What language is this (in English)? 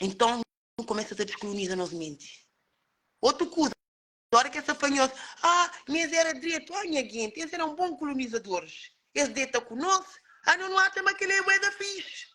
Kabuverdianu